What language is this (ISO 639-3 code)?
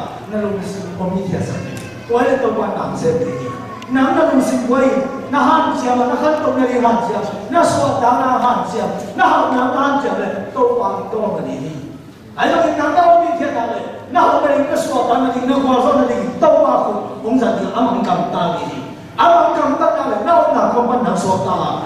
ctd